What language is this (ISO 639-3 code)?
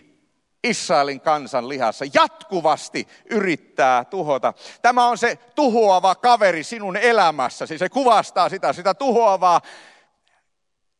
fin